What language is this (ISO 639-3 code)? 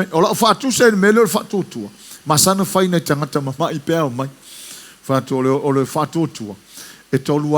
smo